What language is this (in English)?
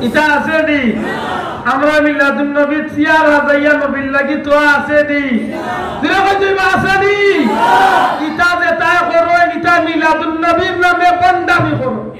Sylheti